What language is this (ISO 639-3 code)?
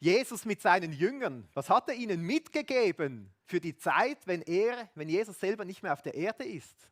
gsw